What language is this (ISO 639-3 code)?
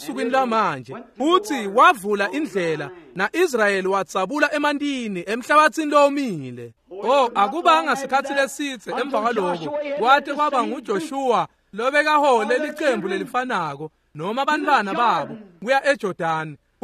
ssw